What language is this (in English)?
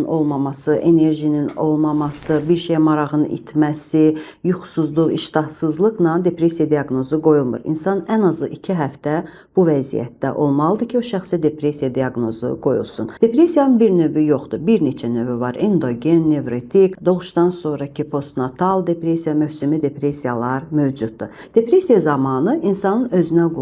Azerbaijani